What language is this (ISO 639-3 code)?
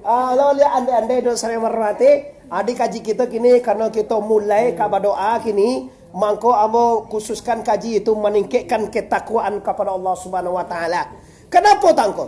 min